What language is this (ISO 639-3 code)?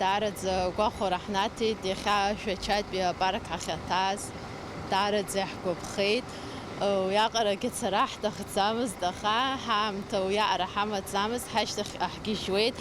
abk